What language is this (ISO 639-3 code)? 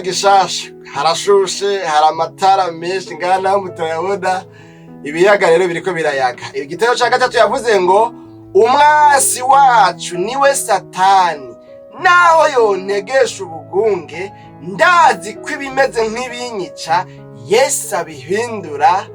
run